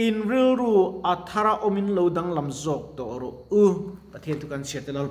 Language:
Mizo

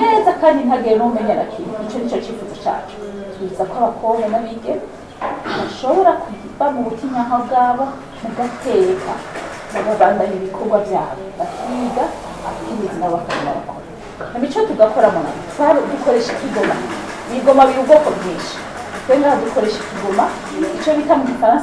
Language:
Rundi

